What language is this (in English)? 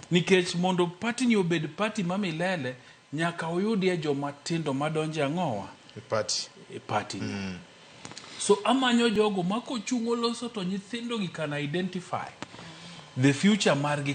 Luo (Kenya and Tanzania)